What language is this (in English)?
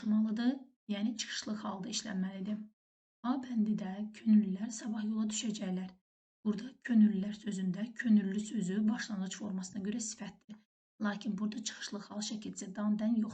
Azerbaijani